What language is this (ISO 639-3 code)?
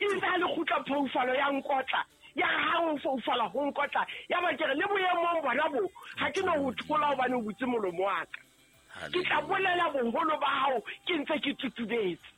sot